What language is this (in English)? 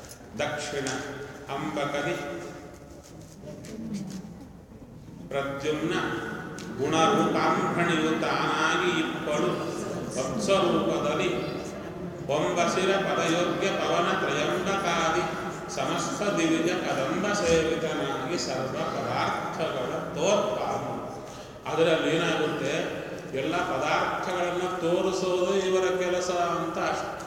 Kannada